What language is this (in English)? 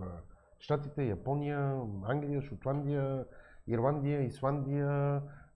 Bulgarian